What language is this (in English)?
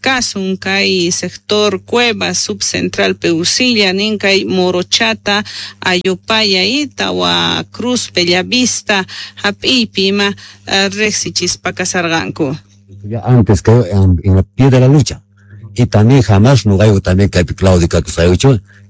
Quechua